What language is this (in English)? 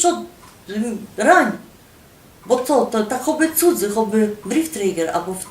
Silesian